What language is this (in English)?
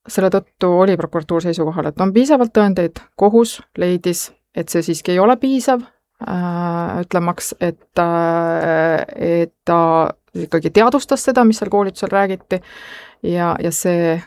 Estonian